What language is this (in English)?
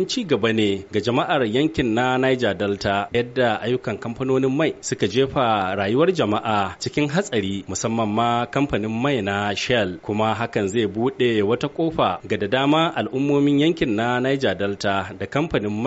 Hausa